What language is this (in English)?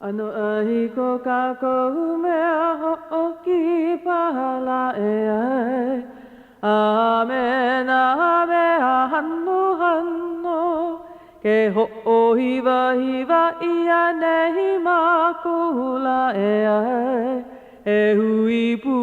Hawaiian